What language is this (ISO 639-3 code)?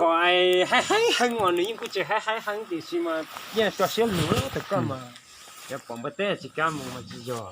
hmn